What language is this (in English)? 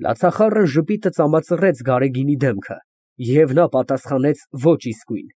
Armenian